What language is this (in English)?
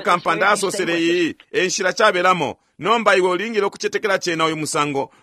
Bemba